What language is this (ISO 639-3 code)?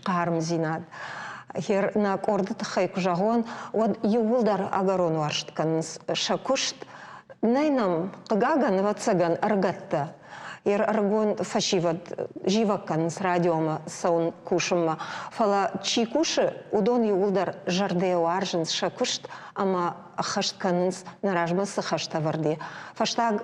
oss